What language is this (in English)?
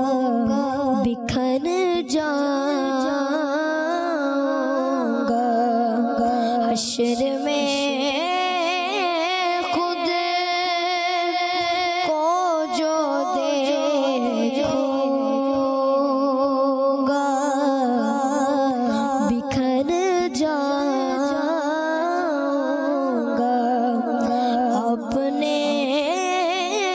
Urdu